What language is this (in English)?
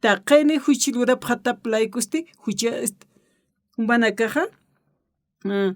Aymara